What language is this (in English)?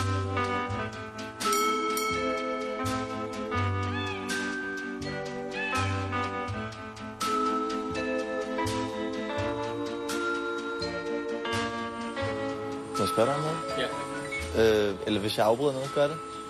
Danish